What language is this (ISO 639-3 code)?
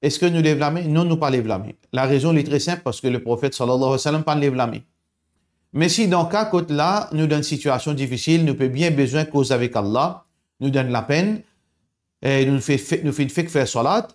mfe